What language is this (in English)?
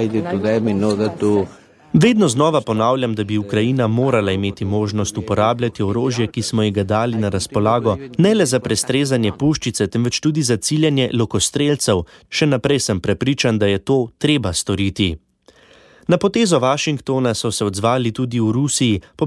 Slovenian